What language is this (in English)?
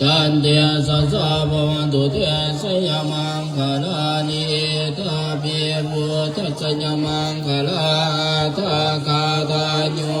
Pali